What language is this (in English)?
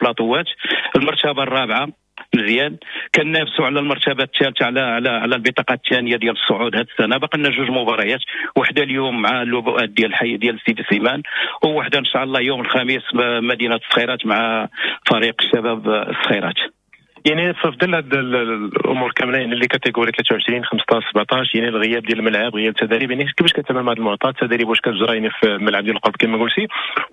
Moroccan Arabic